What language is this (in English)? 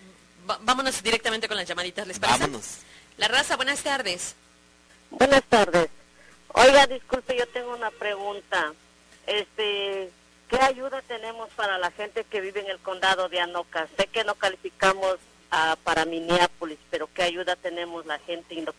Spanish